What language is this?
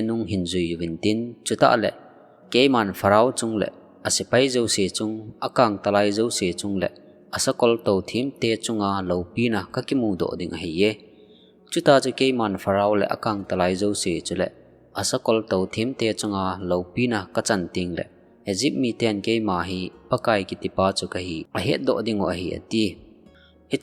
Thado Chin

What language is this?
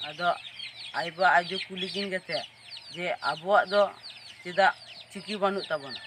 Santali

